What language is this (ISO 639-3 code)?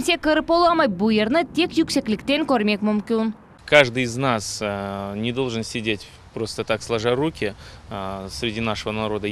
crh